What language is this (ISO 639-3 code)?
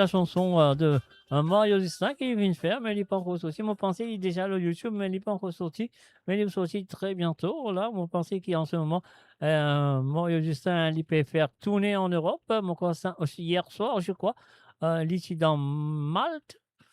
mfe